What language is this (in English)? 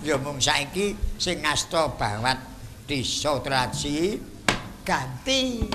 Javanese